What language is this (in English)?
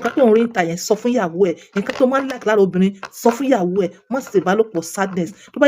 Yoruba